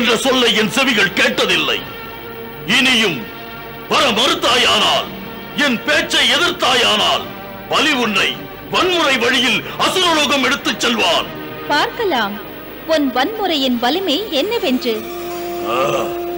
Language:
Tamil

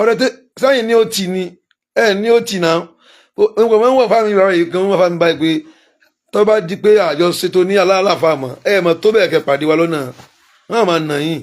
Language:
Yoruba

